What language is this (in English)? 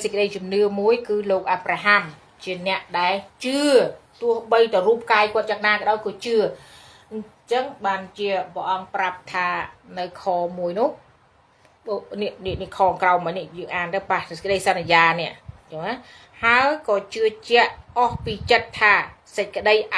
Khmer